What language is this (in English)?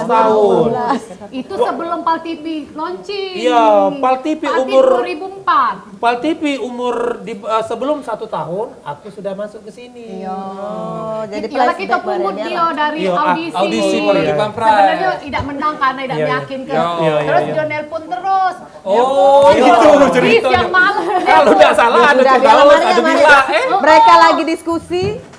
Musi